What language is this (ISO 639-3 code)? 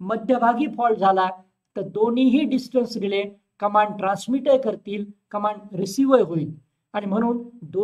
mar